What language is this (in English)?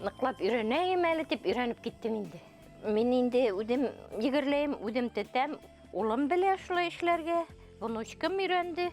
Bashkir